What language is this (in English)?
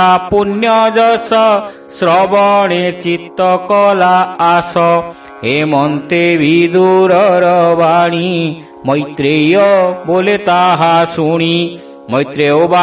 Odia